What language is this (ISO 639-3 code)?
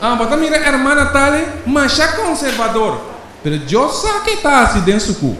pap